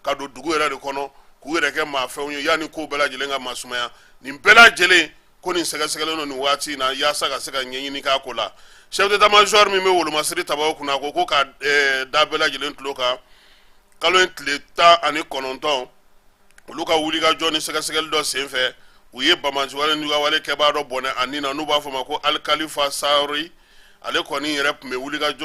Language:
Bambara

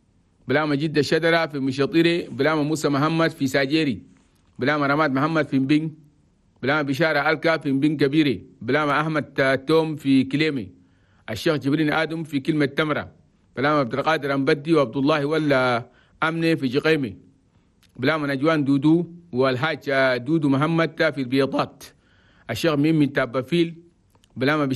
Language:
Chadian Arabic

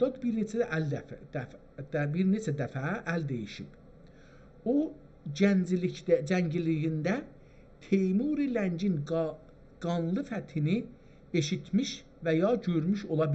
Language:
South Azerbaijani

